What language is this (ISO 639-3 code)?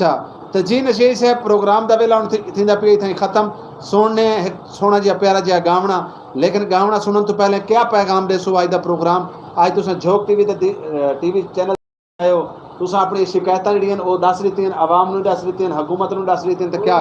skr